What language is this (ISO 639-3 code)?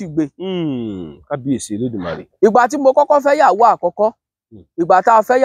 yor